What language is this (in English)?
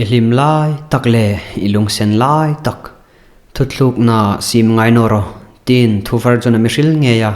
Hmar